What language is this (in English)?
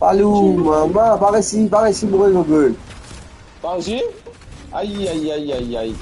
Morisyen